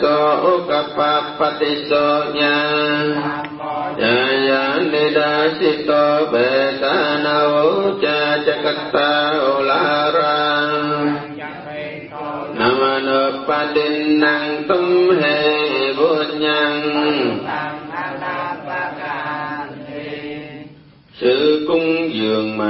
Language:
Vietnamese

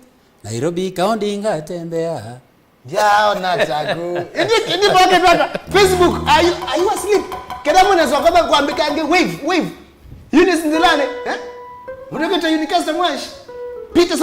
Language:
Kamba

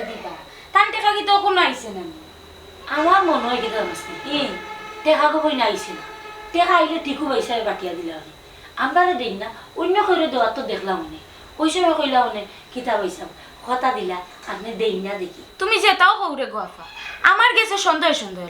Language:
Sylheti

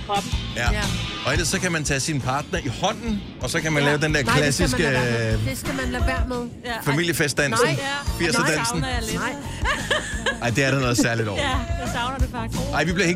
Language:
Danish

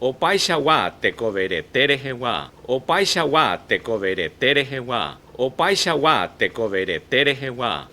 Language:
Guarani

